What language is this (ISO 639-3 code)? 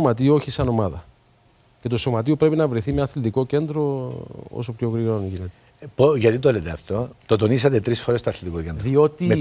ell